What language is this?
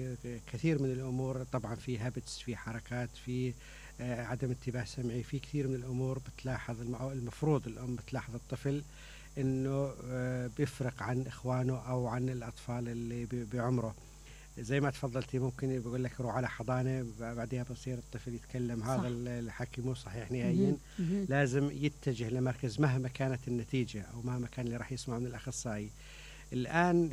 Mesopotamian Arabic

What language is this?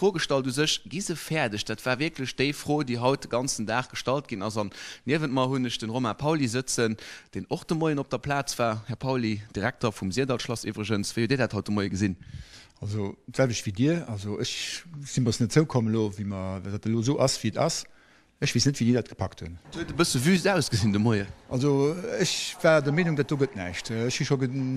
Luxembourgish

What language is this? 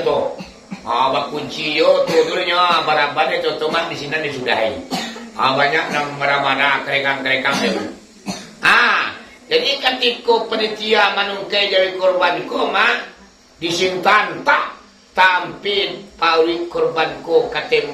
Minangkabau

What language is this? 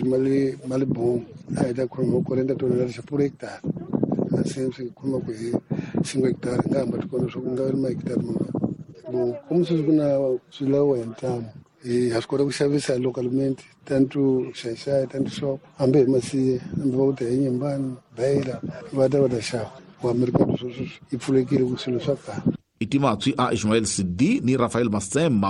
Tsonga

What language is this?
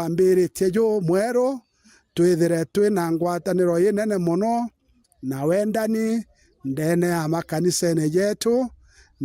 Meru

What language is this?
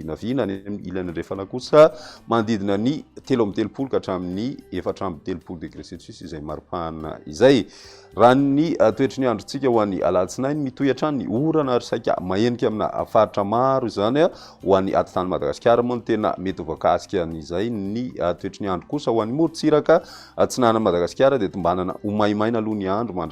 Malagasy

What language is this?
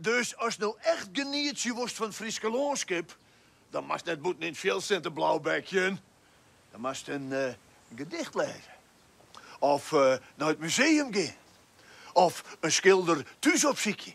Western Frisian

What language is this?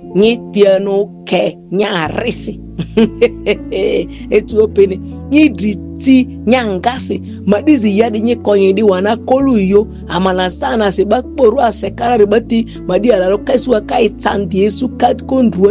Ma'di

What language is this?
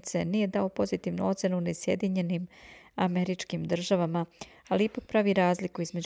Serbian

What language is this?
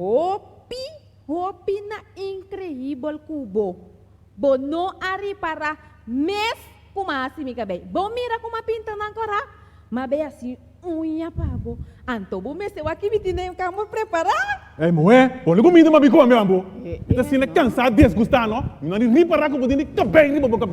Papiamento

